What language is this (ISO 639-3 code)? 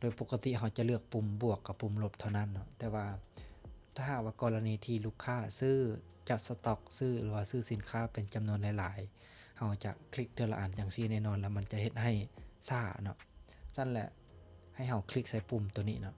lao